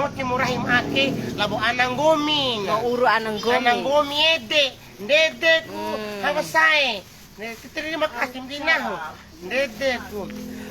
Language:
Bima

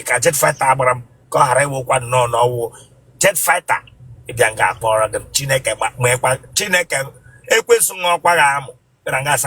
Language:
Igbo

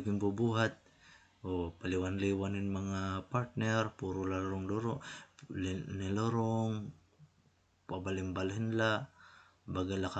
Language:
Waray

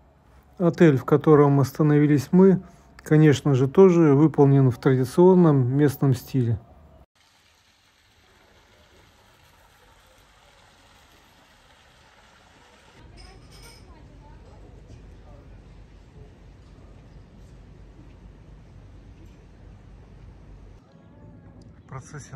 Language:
Russian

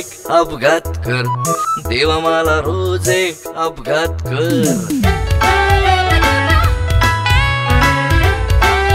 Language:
Marathi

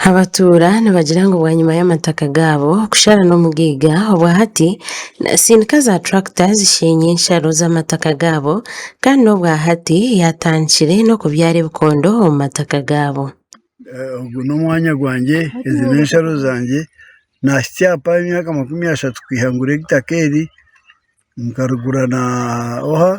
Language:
Nyankole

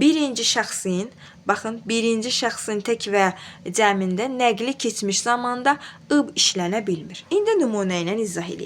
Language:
Azerbaijani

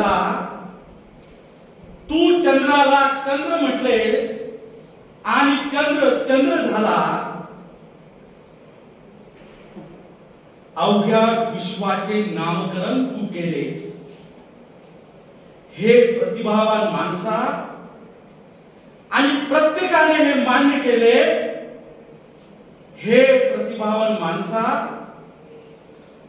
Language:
Marathi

